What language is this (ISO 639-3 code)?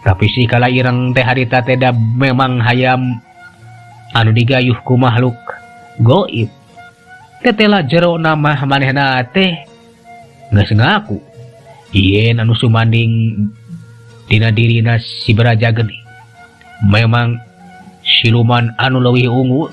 sun